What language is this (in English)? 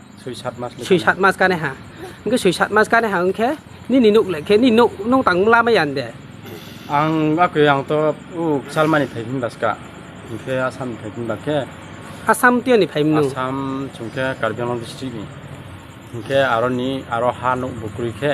Riang (India)